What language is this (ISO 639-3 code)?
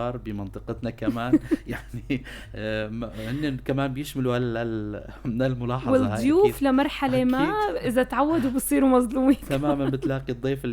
apc